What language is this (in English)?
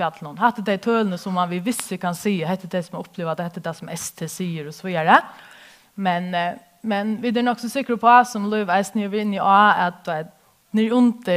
Faroese